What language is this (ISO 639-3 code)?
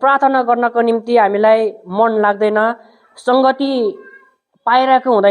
nep